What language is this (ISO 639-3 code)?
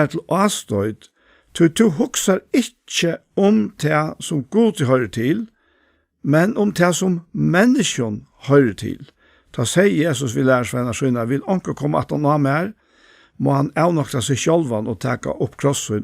fao